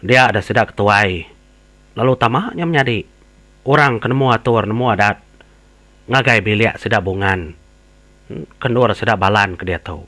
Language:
Iban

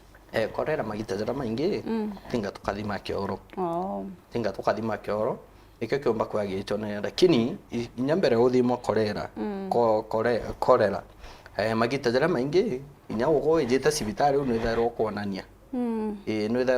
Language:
Meru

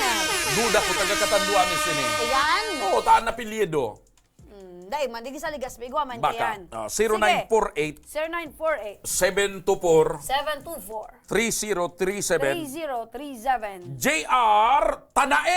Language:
Bikol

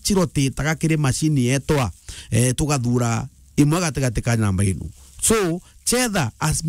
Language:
Meru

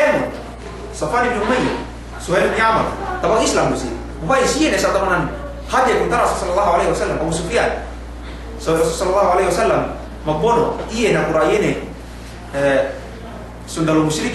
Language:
Yakan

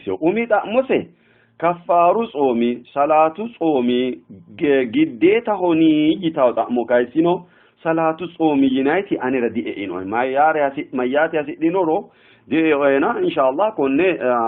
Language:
Sidamo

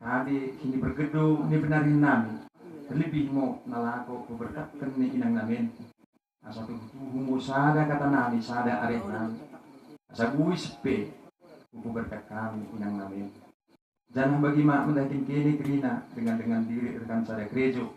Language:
Batak Dairi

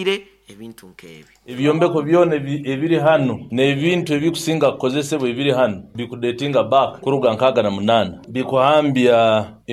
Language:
Nyoro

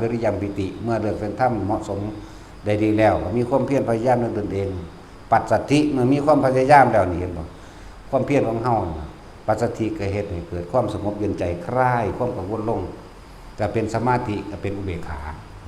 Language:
Northeastern Thai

